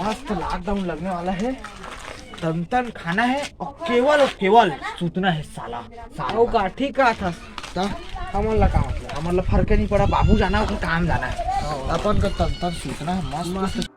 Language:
Chhattisgarhi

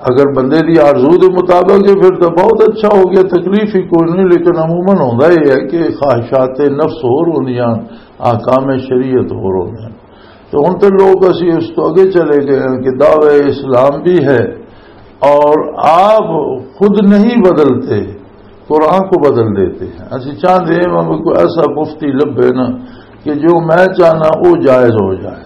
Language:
Western Panjabi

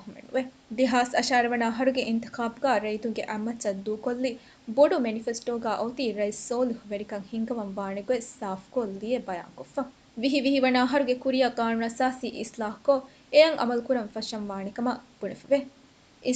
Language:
Divehi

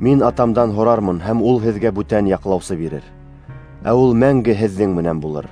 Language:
Bashkir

